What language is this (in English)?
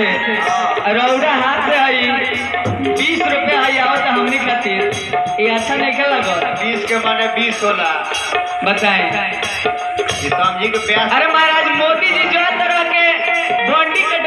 Bhojpuri